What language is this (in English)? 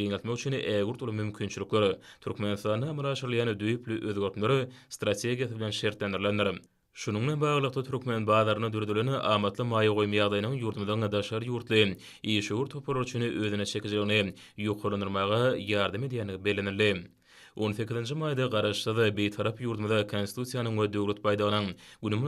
Turkmen